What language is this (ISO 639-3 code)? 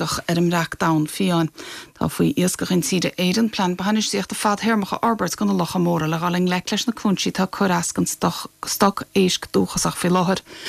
gle